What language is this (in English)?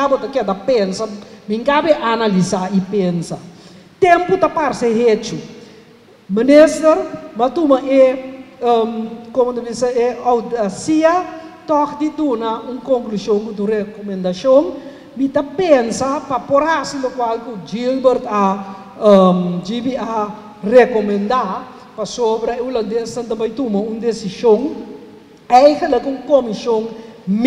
Papiamento